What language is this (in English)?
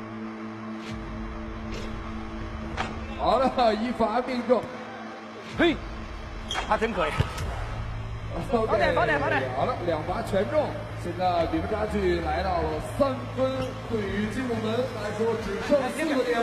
Chinese